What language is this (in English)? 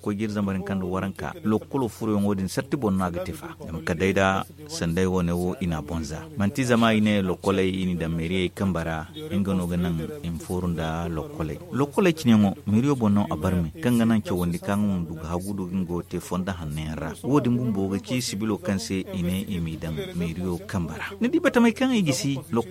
Zarma